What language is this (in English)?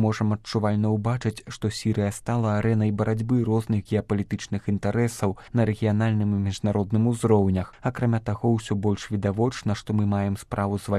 Belarusian